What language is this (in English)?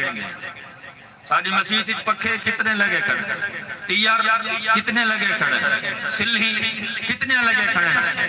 Saraiki